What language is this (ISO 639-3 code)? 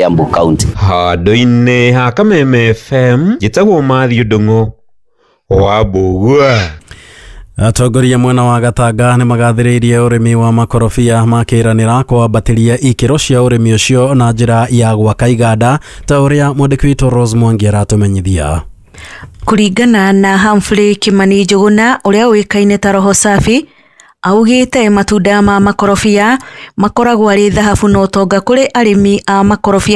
kik